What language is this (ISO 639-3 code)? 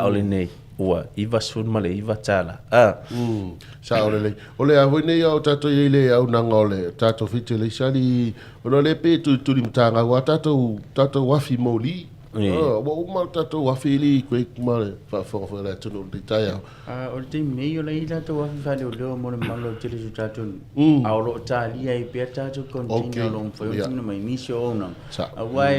smo